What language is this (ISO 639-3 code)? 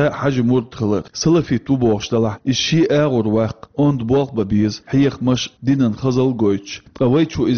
che